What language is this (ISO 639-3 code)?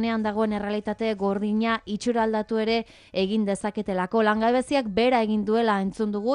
eus